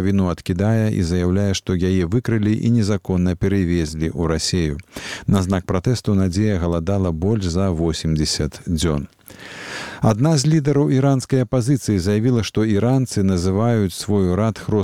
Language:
Belarusian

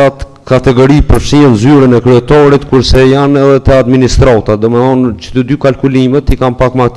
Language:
Albanian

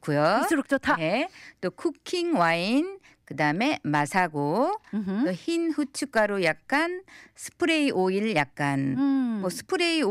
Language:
Korean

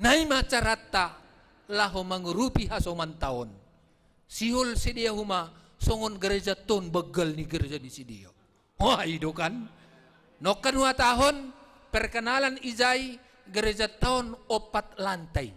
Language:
Batak Simalungun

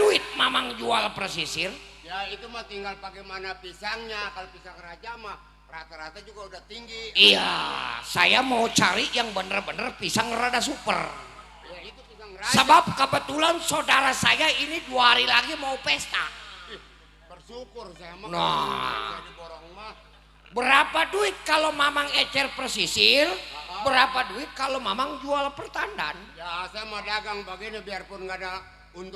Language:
Betawi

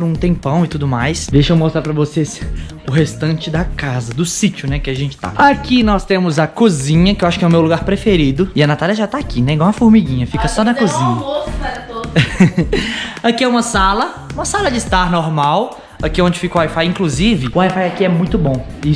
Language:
Portuguese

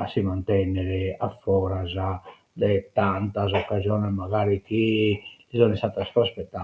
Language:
Sardinian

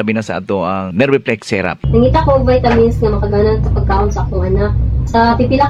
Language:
Cebuano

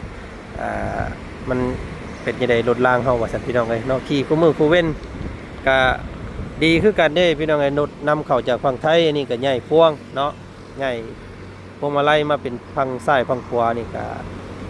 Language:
Lao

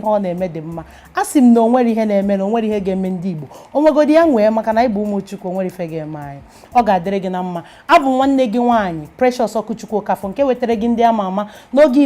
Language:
Igbo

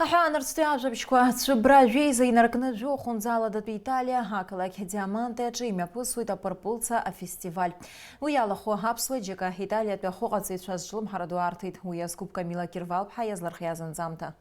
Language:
Abkhazian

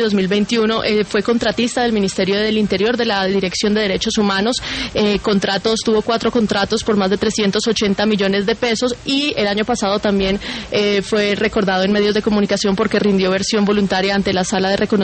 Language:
Spanish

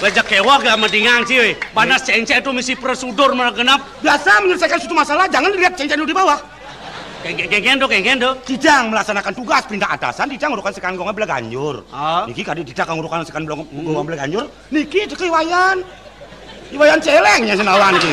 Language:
Balinese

